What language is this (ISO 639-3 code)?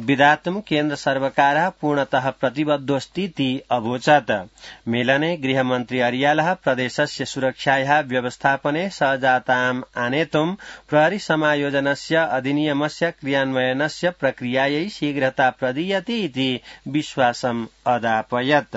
san